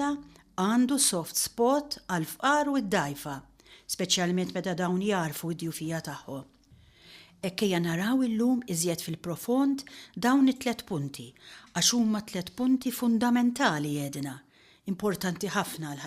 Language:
Maltese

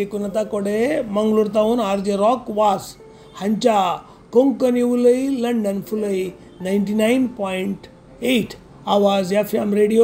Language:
Konkani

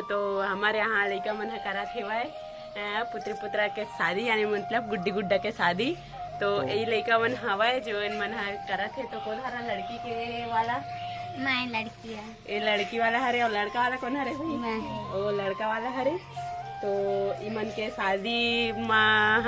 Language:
Chhattisgarhi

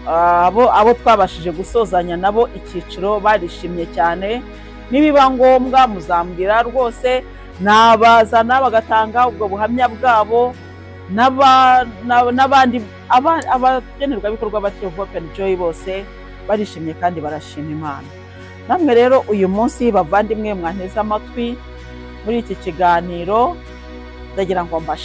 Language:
Kinyarwanda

